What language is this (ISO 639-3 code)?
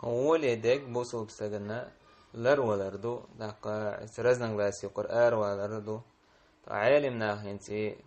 che